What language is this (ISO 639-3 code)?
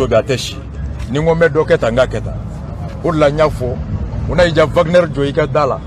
bam